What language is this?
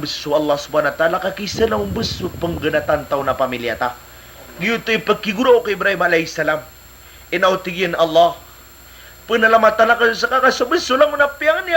Maranao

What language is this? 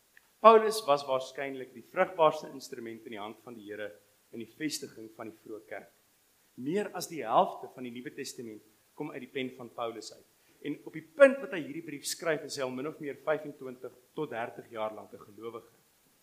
Afrikaans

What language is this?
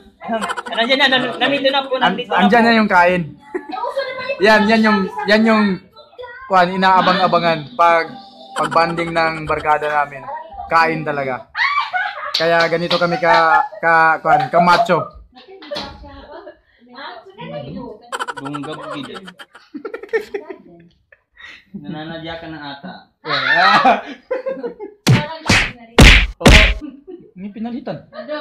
Filipino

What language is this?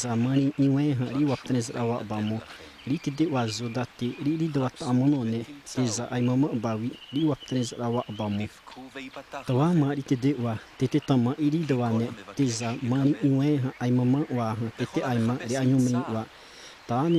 Xavánte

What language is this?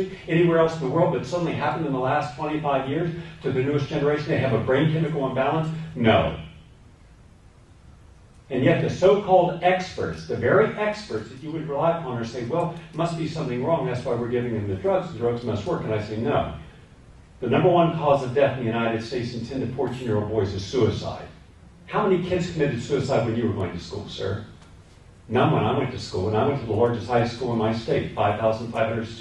English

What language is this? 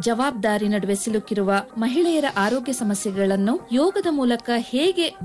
Kannada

